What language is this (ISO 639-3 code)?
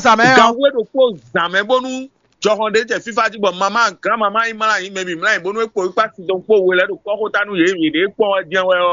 fon